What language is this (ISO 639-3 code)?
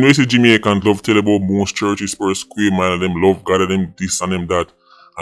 jam